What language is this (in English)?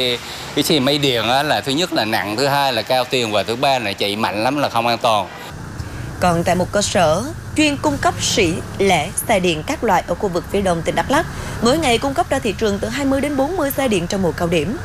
Vietnamese